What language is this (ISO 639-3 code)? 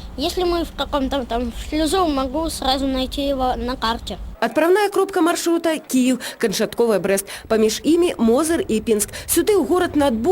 bel